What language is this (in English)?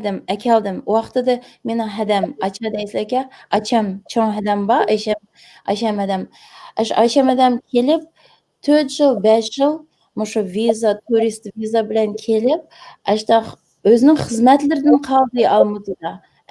Uyghur